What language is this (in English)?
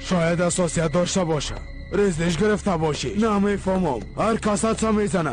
Persian